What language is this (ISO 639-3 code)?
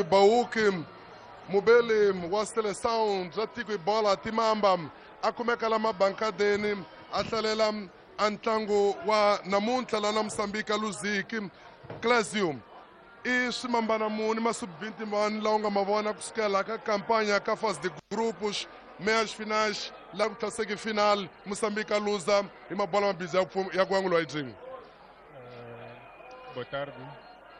tso